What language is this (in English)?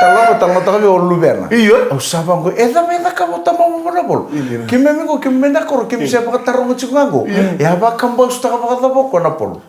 Fijian